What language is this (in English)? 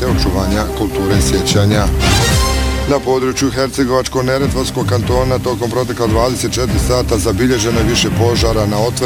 Bosnian